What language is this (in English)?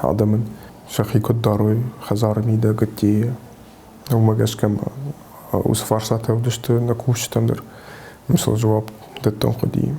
Ossetic